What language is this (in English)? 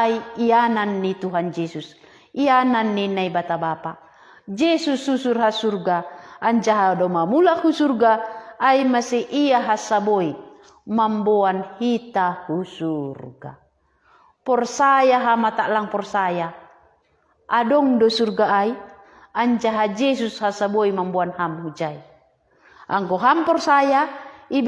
Batak Simalungun